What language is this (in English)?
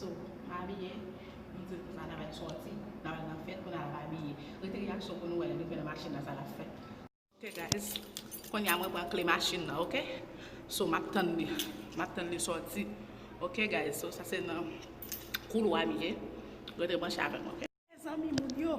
Haitian Creole